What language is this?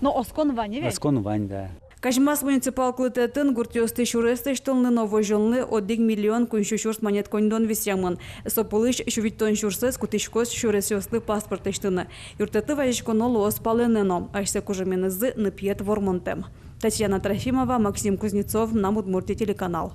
Udmurt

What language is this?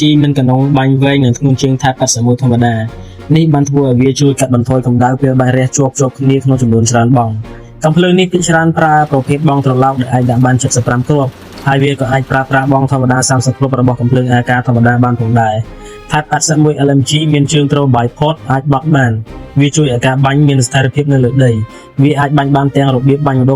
Khmer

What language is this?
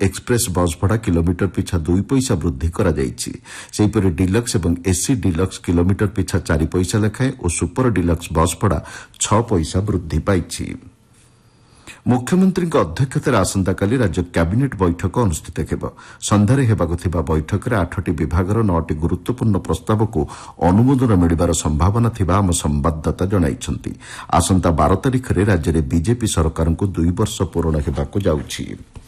Odia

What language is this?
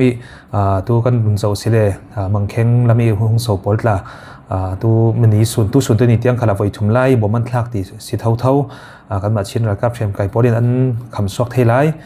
Falam Chin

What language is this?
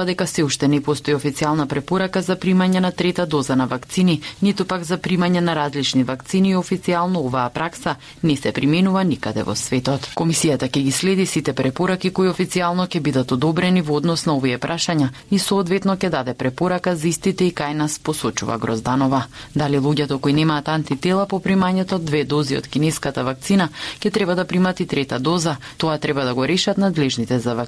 Macedonian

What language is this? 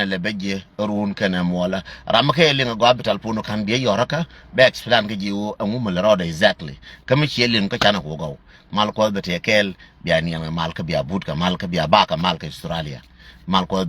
Nuer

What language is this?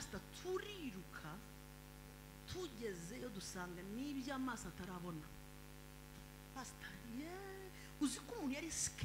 Kinyarwanda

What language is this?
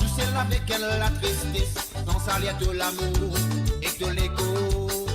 Morisyen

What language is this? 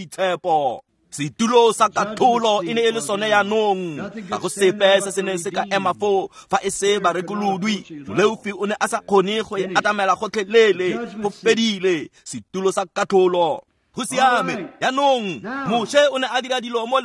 Tswana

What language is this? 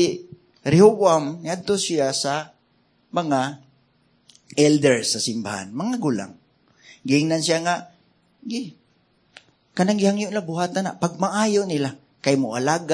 Cebuano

